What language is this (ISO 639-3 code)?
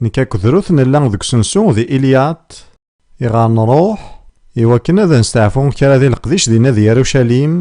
kab